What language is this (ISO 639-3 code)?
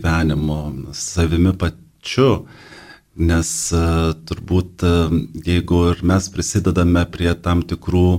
lit